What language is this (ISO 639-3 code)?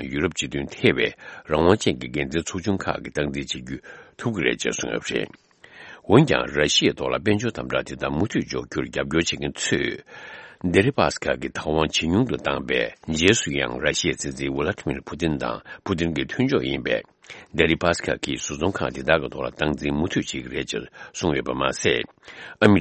bod